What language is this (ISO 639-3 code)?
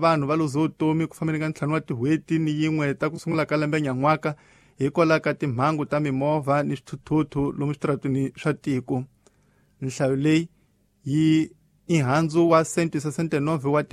tso